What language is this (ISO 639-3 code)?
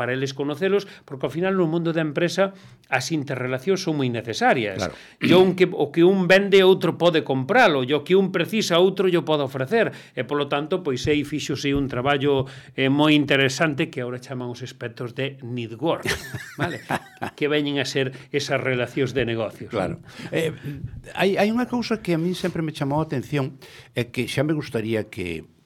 glg